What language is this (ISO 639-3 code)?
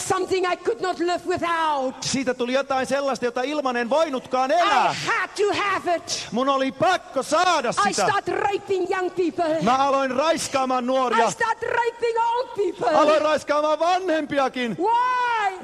fin